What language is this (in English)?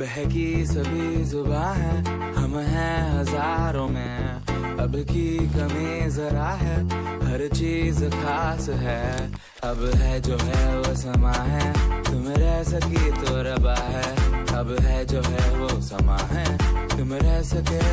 Karbi